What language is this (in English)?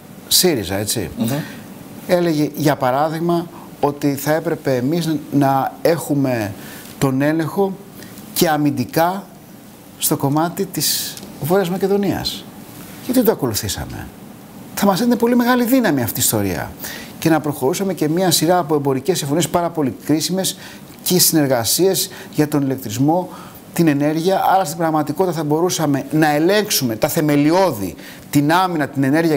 Greek